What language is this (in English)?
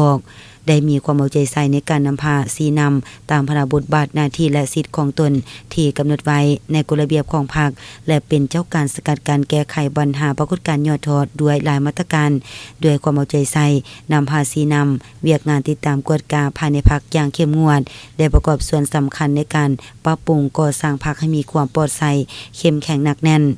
Lao